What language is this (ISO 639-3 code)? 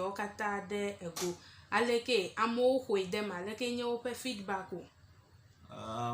ewe